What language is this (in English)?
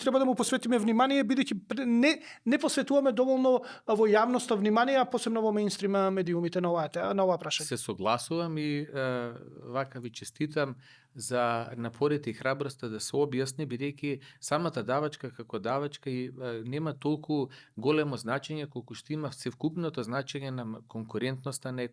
Macedonian